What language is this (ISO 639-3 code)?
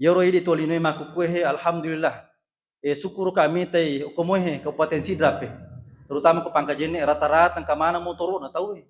bug